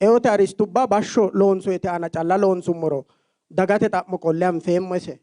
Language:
Sidamo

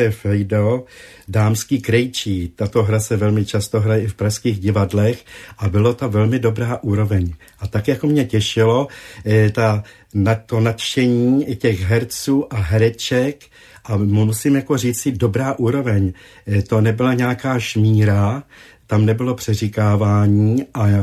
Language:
Czech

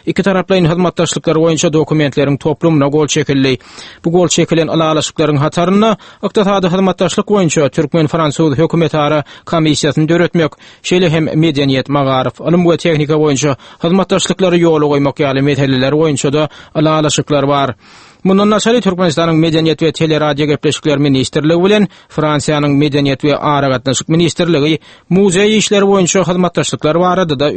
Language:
Turkmen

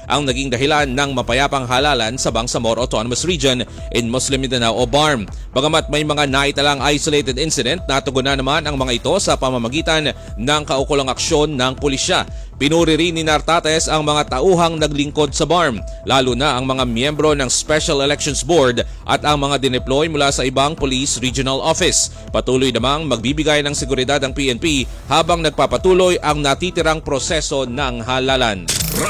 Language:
Filipino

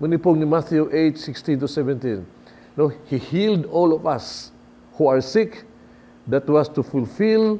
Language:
Cebuano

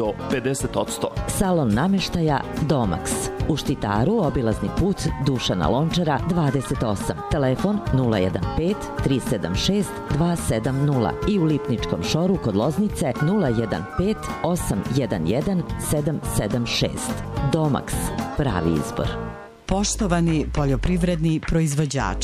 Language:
Serbian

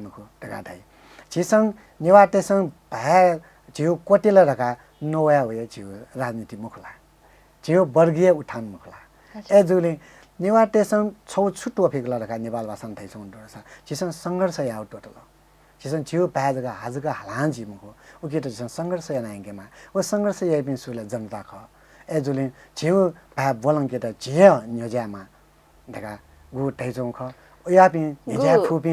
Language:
Newari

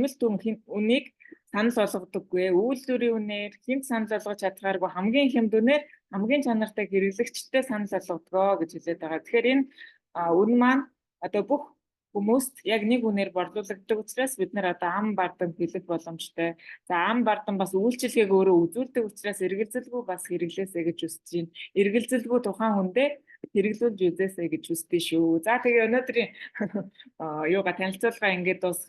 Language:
Mongolian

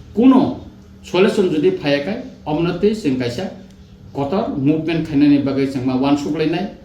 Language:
Kok Borok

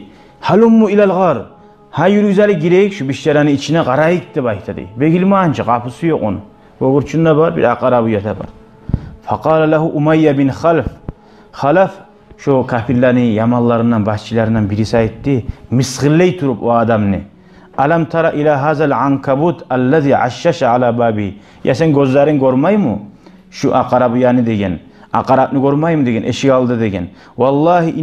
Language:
Kumyk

